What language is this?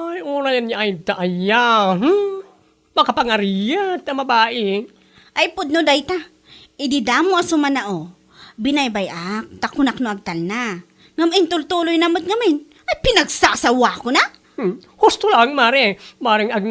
Iloko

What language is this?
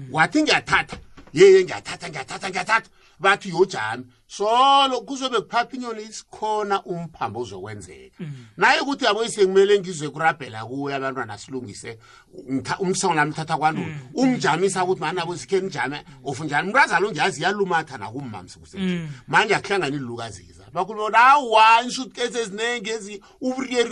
South Ndebele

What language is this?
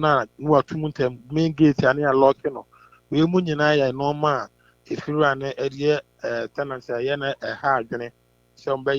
Akan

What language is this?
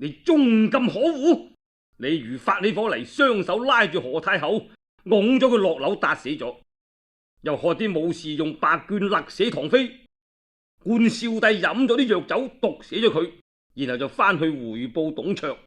Cantonese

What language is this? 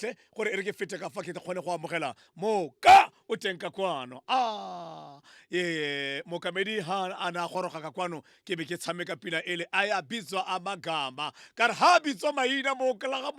Tswana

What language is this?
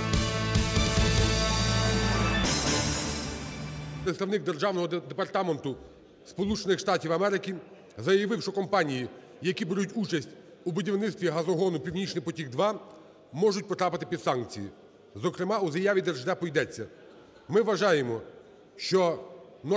Ukrainian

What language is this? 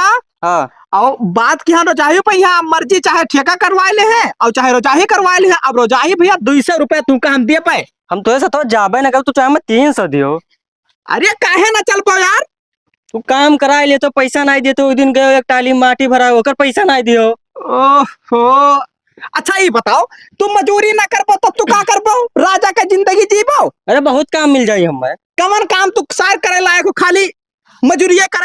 Awadhi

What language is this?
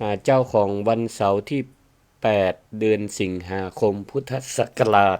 Northern Thai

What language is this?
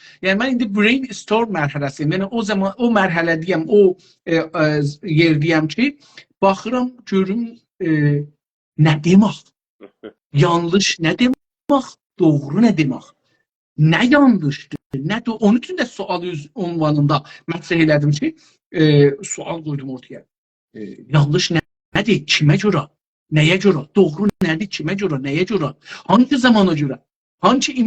South Azerbaijani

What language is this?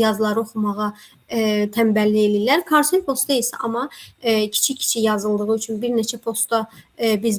Azerbaijani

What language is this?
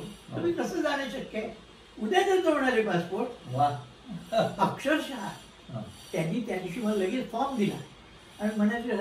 Marathi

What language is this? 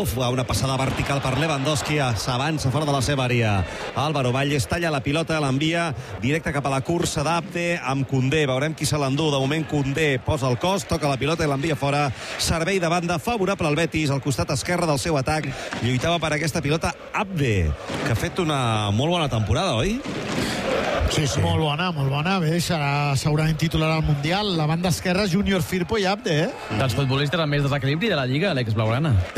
Catalan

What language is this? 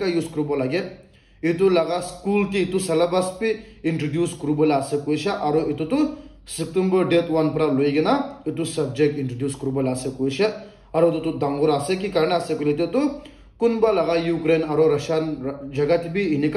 Naga Pidgin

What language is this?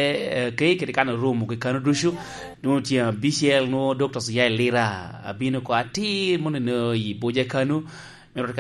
Lango (Uganda)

